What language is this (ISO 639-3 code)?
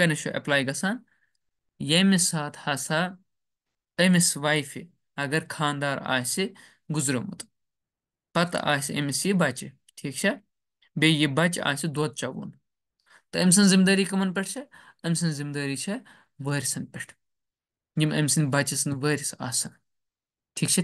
kas